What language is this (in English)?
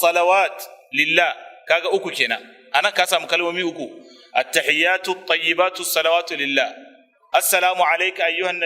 Hausa